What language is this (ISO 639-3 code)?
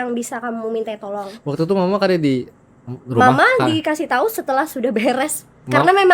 bjn